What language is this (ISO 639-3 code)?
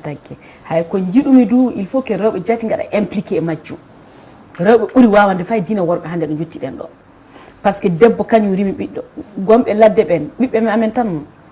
ful